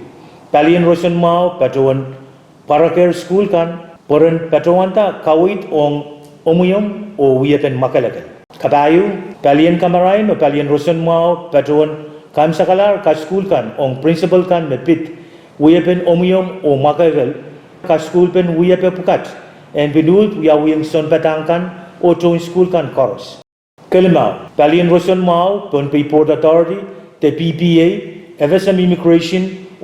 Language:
Pohnpeian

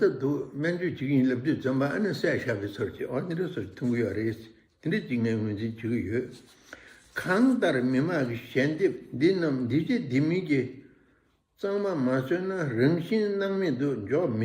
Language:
Tibetan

